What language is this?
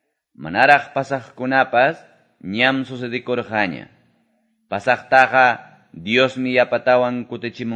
Quechua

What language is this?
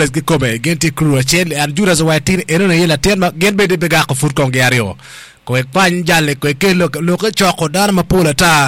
Acoli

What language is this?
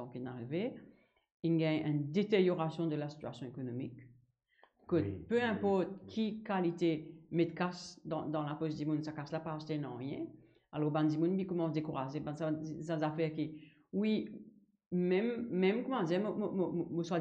Morisyen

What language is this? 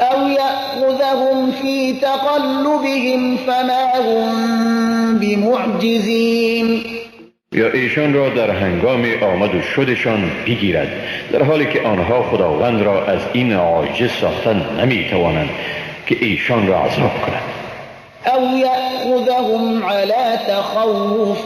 Persian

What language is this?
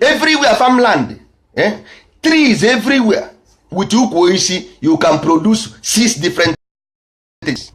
Igbo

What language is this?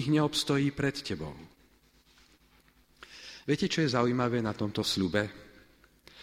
Slovak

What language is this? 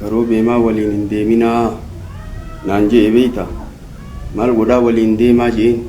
Oromo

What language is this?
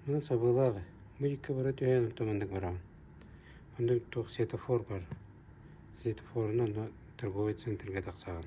Yakut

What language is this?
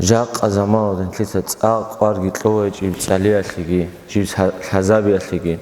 Avaric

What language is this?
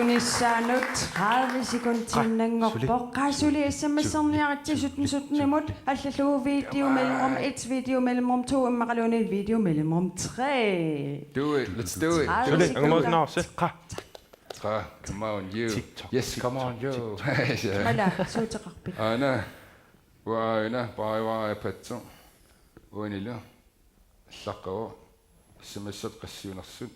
Kalaallisut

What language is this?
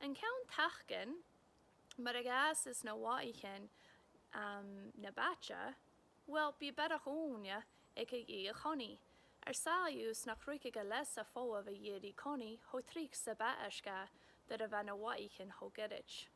Scottish Gaelic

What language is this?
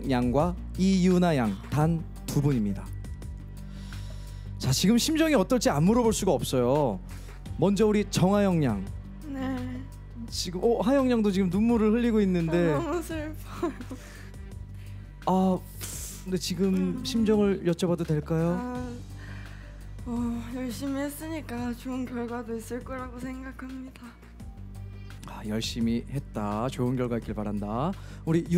Korean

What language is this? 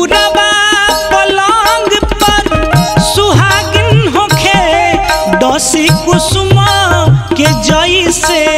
Bhojpuri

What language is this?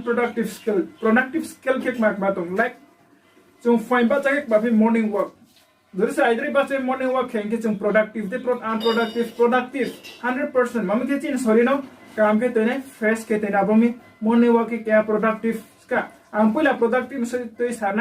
Riang (India)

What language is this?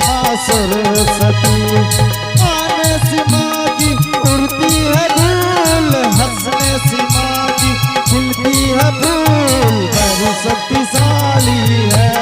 Angika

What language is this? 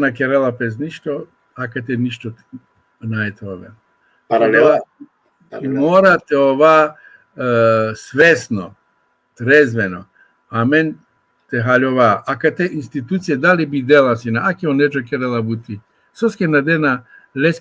Balkan Romani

